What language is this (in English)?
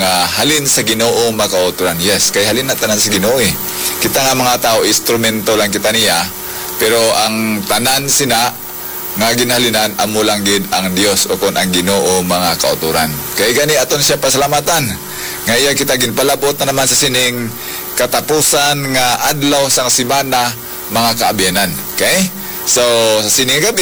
Hiligaynon